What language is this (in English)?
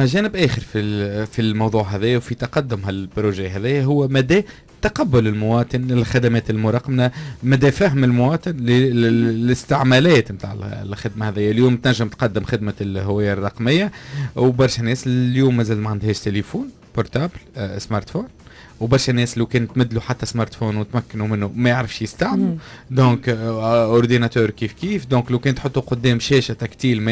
Tunisian Arabic